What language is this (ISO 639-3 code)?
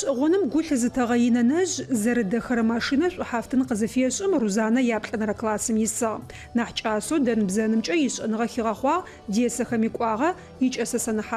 ady